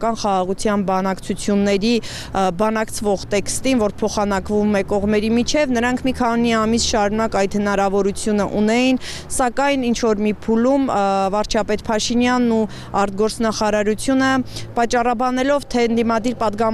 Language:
Armenian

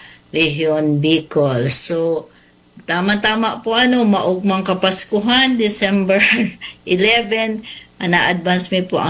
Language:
Bikol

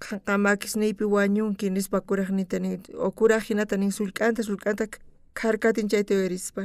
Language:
South Bolivian Quechua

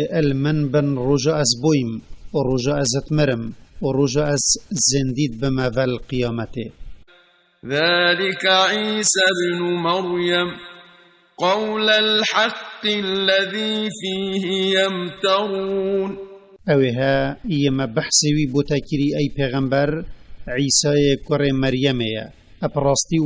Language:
Kurdish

